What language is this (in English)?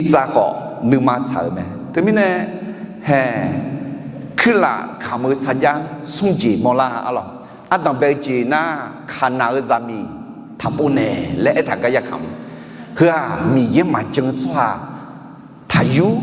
Akha